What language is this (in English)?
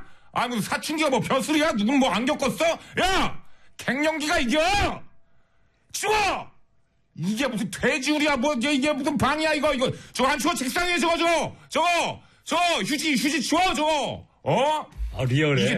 Korean